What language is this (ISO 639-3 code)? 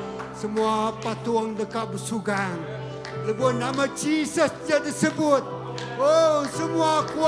iba